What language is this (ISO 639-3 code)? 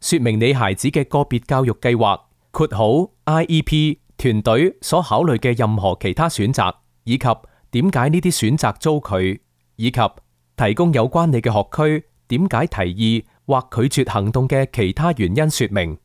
yue